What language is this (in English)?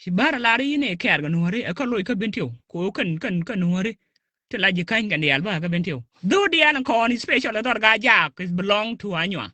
Nuer